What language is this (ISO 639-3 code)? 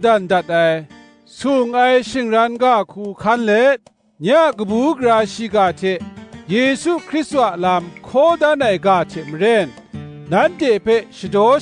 kac